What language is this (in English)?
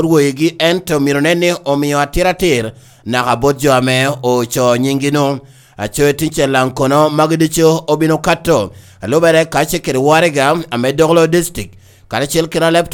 Lango (Uganda)